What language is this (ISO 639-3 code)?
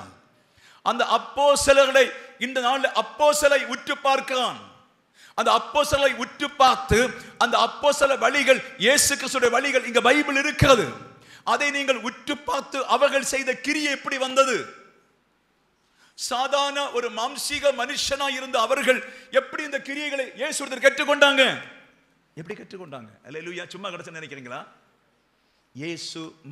tam